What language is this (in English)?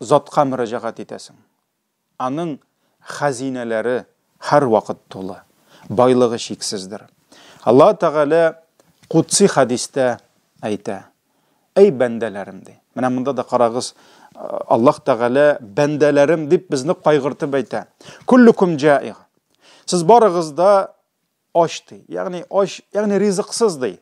Tatar